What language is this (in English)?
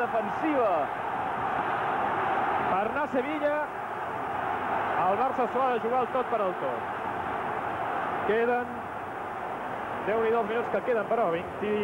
Catalan